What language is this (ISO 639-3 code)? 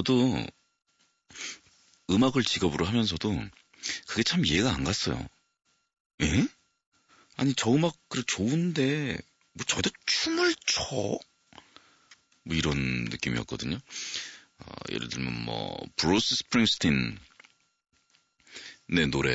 kor